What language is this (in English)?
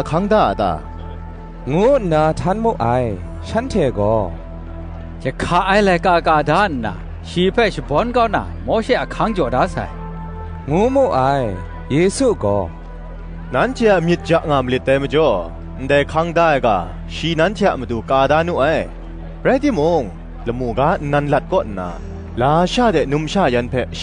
Kachin